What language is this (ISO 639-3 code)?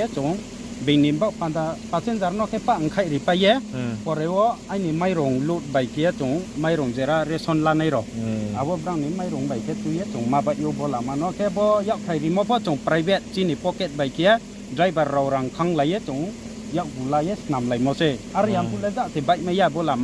ria